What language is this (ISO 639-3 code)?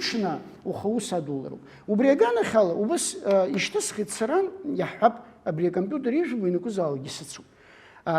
abk